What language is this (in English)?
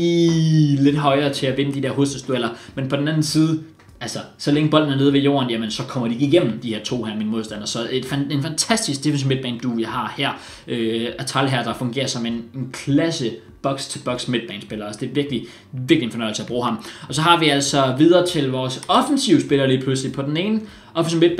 Danish